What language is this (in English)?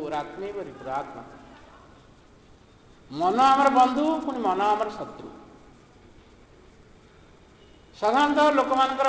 Odia